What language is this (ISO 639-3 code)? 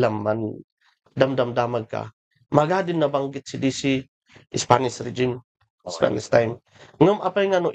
kne